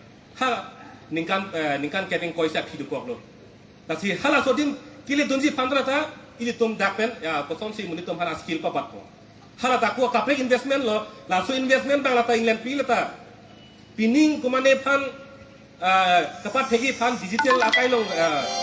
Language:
Karbi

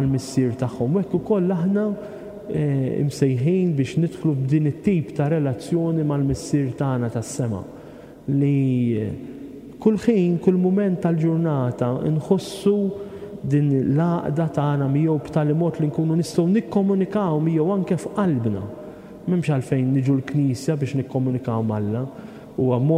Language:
Maltese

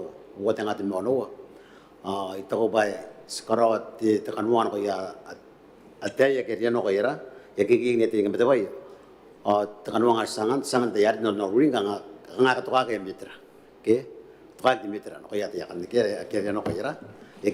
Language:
Gilbertese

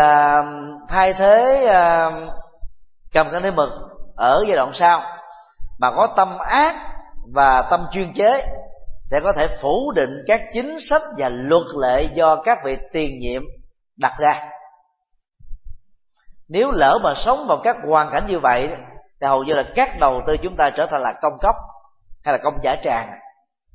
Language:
Vietnamese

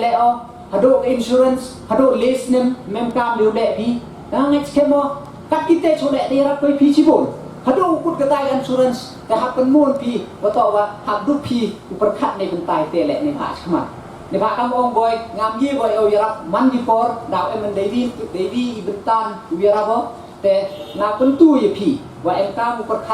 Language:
Pnar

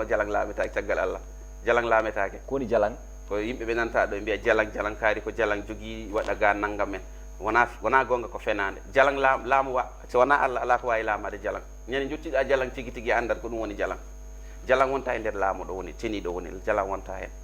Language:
Fula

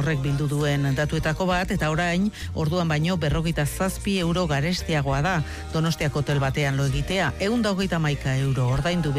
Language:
Basque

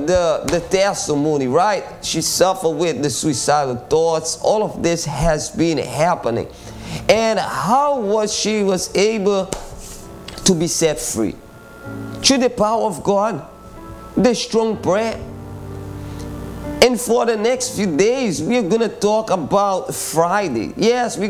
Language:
English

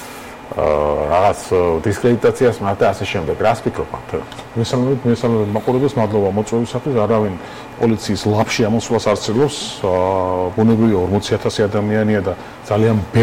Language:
Georgian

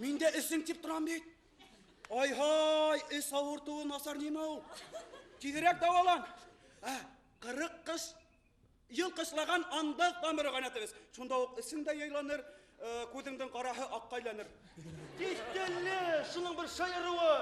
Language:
Bashkir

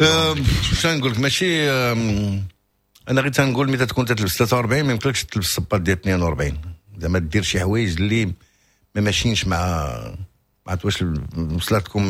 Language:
Moroccan Arabic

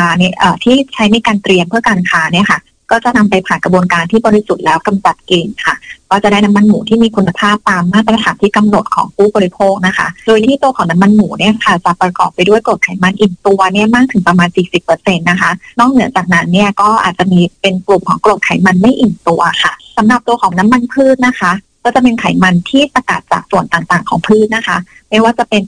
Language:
Thai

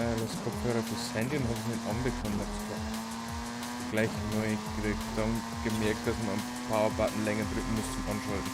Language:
Bavarian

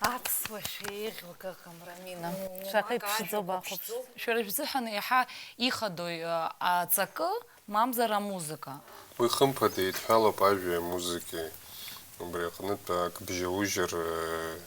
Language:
Abkhazian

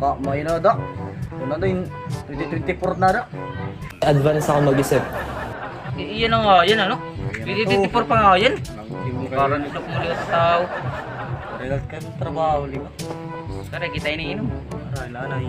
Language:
Waray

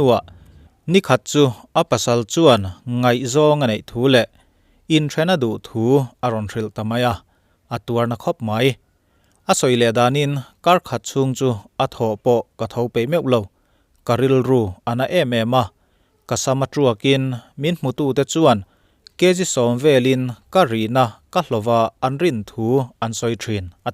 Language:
Mizo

